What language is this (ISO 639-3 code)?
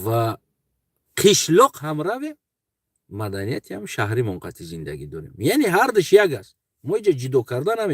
tgk